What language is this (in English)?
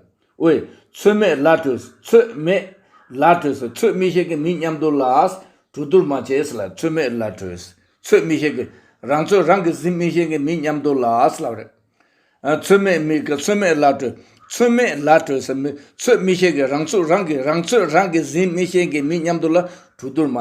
Tibetan